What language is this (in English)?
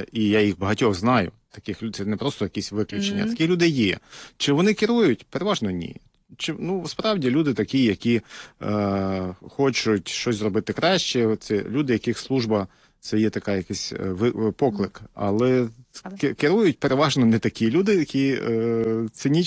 Ukrainian